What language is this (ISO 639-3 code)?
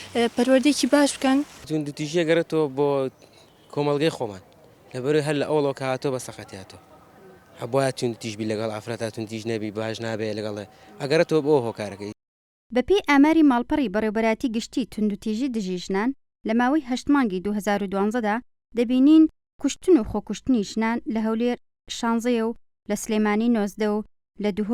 ckb